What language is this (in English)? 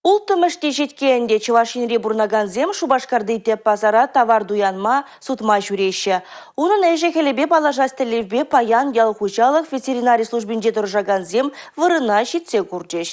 Chuvash